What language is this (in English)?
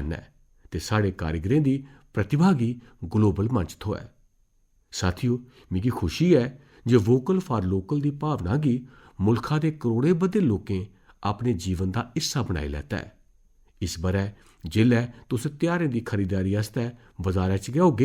Dogri